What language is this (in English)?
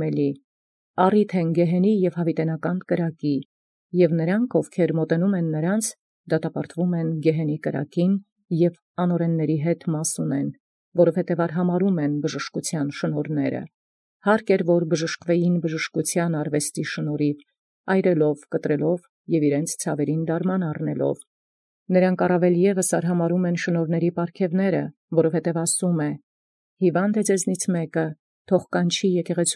Armenian